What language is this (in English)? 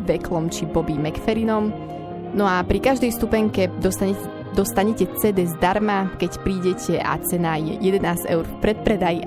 Slovak